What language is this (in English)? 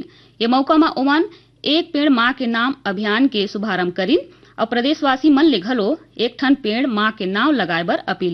Chhattisgarhi